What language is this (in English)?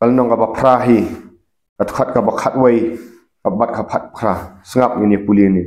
Khasi